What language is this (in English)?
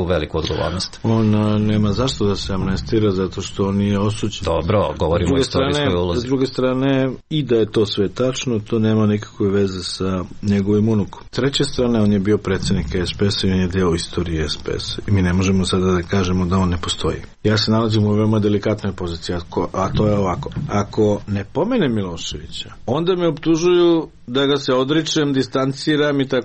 Serbian